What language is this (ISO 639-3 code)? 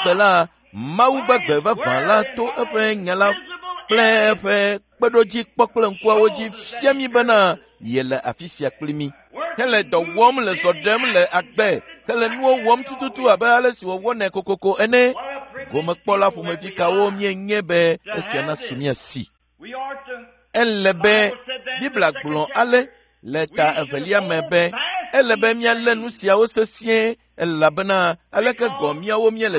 ewe